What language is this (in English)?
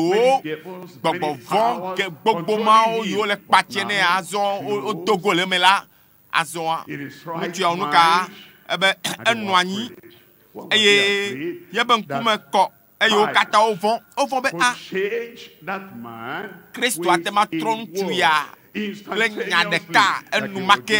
Ewe